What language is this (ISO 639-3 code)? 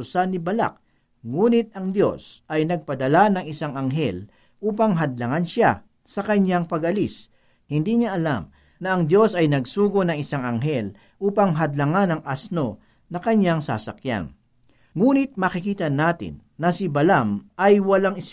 fil